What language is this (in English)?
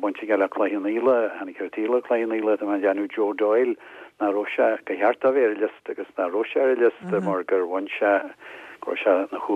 Irish